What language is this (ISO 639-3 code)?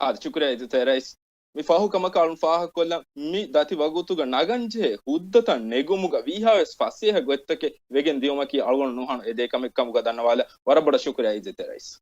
div